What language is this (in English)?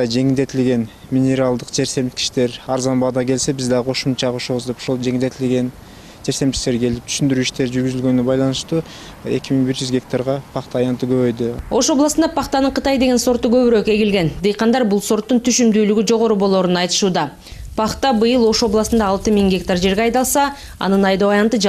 Kyrgyz